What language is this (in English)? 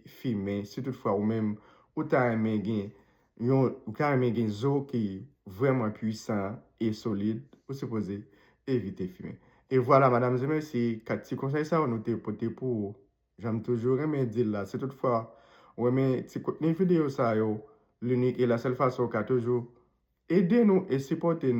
Haitian Creole